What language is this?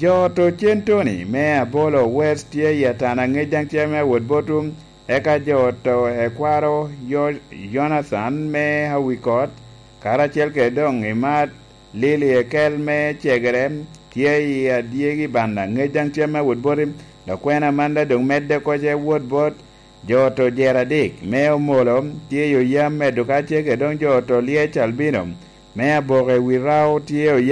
Lango (Uganda)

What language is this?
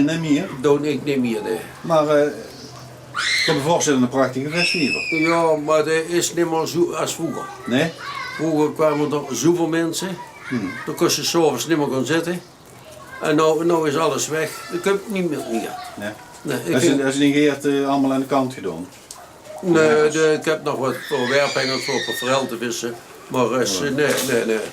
Limburgish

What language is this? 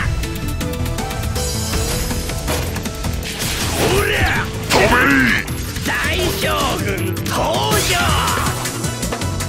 Japanese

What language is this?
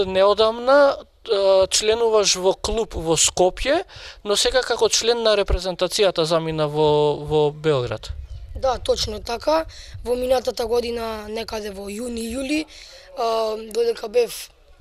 Macedonian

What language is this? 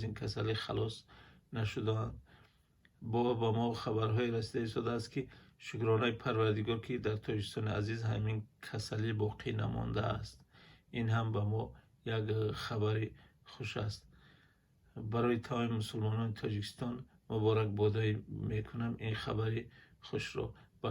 Tajik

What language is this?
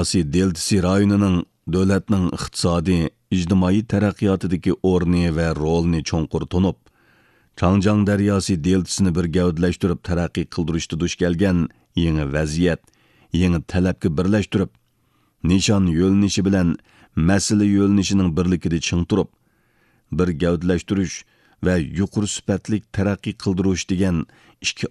Uyghur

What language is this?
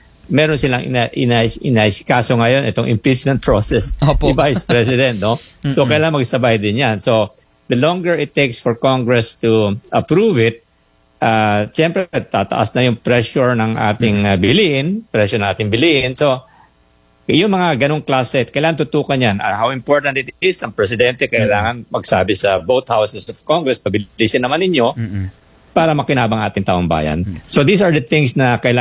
Filipino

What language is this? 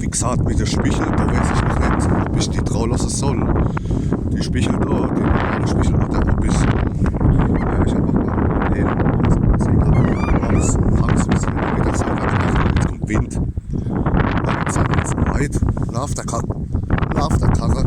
Palatine German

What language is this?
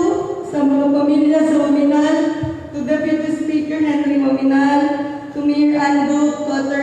Cebuano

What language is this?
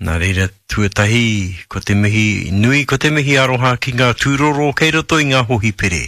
Māori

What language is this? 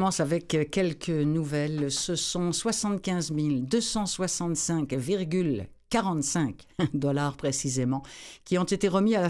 French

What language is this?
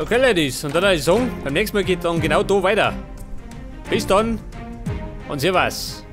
Bavarian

